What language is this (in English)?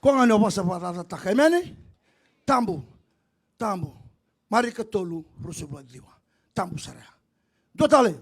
Fijian